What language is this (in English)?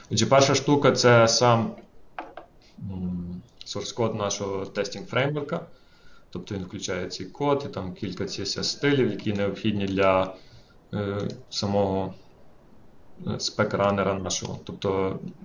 Ukrainian